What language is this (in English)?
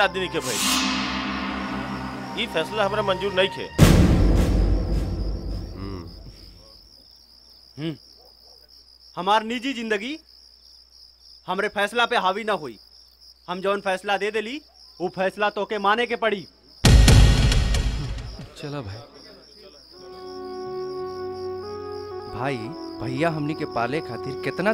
Bhojpuri